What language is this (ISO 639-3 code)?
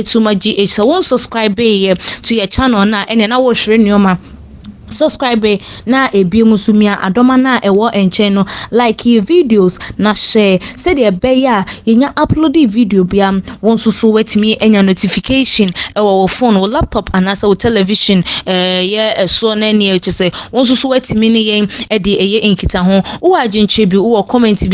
aka